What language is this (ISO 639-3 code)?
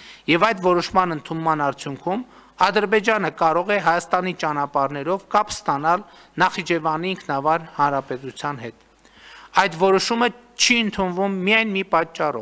hye